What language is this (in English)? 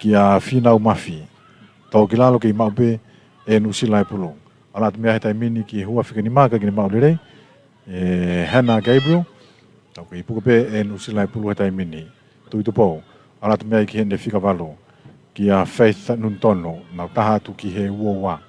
Tongan